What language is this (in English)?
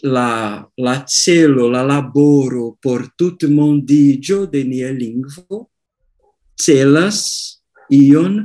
Esperanto